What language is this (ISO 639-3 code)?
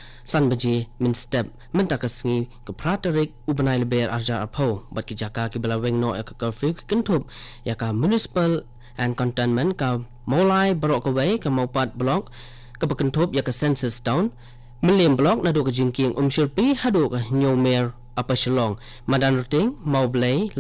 kha